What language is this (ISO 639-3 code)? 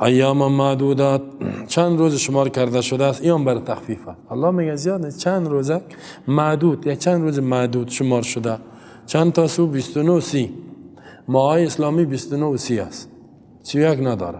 fas